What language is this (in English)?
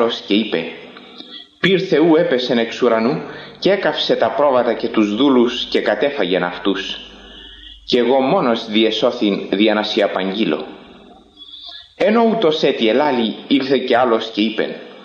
Greek